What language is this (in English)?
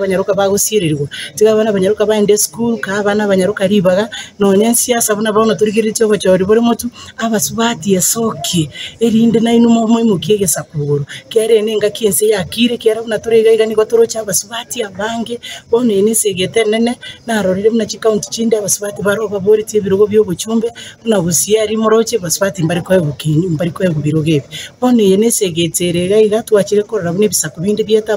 Gusii